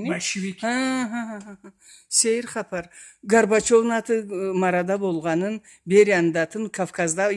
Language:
Karachay-Balkar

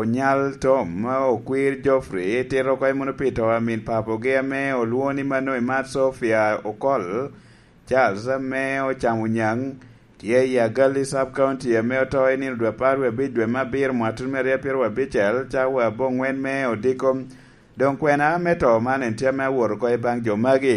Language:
Lango (Uganda)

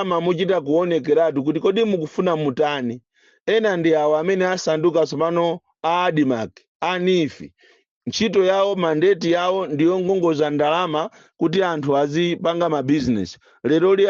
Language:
Nyanja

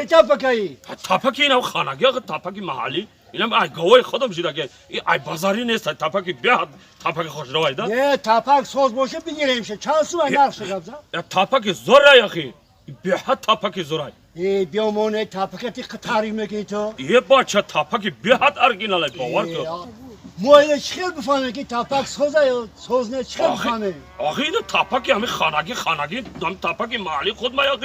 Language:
Tajik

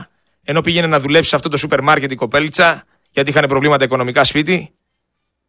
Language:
Greek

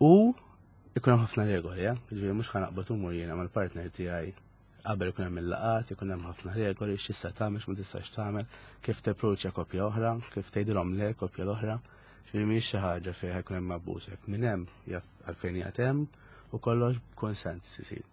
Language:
Maltese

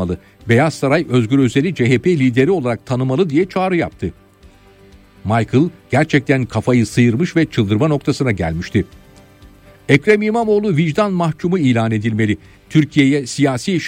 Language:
Turkish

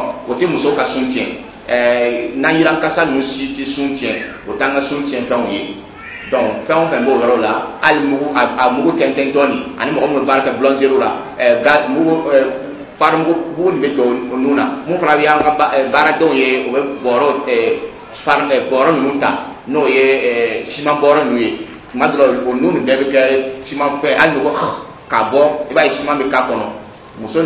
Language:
Dyula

